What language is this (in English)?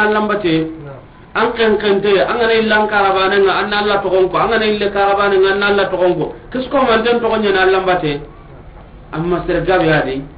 Soninke